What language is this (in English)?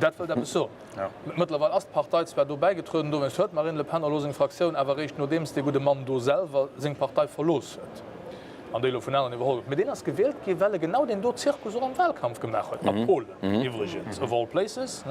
Luxembourgish